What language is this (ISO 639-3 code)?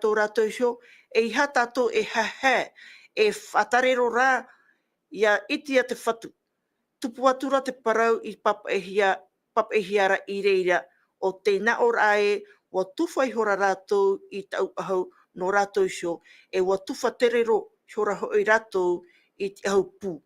tah